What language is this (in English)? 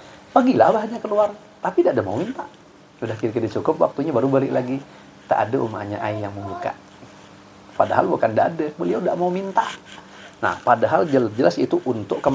Banjar